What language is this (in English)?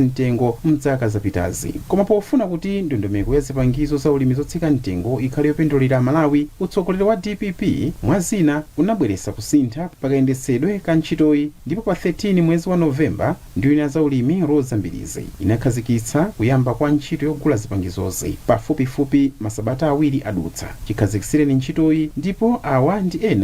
Nyanja